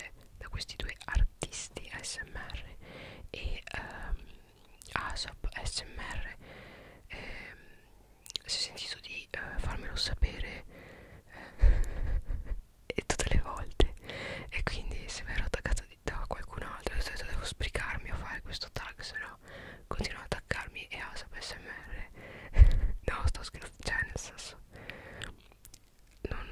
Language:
Italian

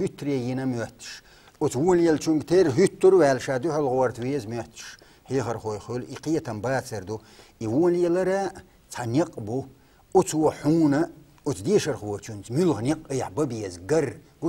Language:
Chechen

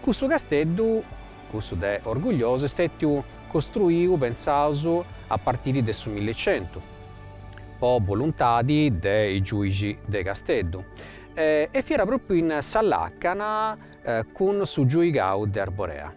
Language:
Sardinian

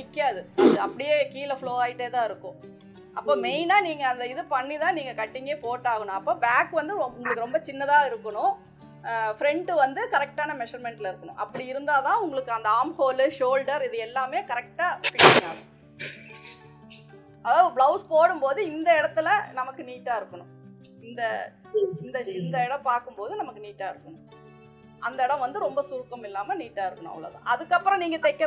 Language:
Tamil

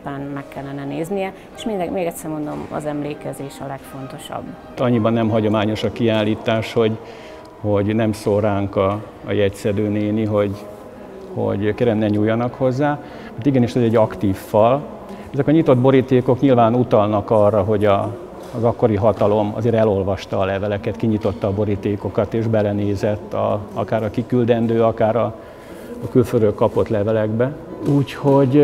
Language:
Hungarian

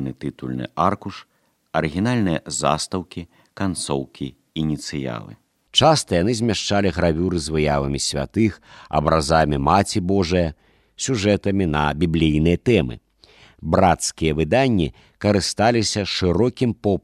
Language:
Belarusian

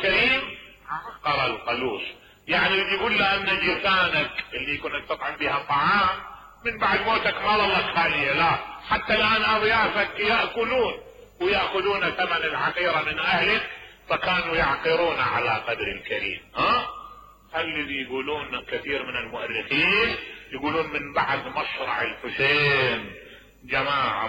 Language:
Mesopotamian Arabic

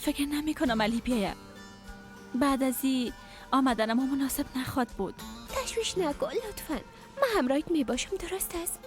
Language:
Persian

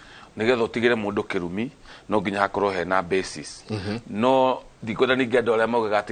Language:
Kikuyu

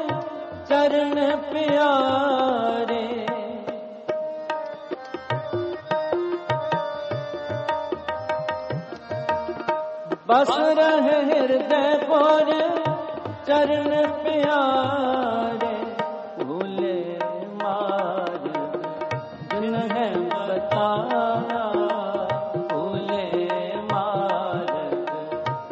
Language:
Punjabi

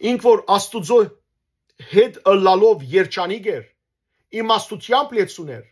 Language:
Western Armenian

